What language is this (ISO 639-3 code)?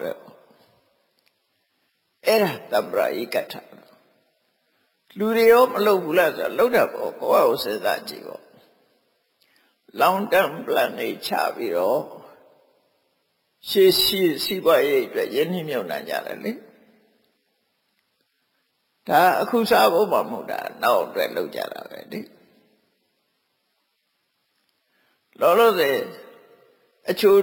mya